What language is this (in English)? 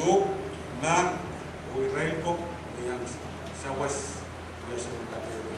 Pohnpeian